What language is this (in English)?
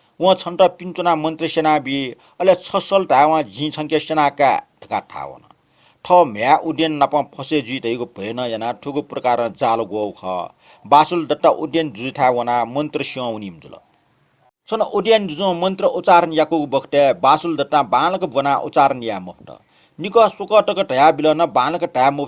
Newari